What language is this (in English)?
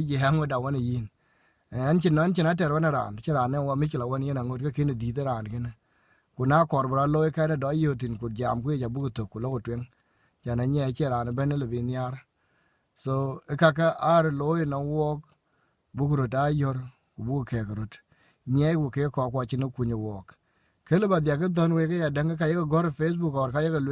Dinka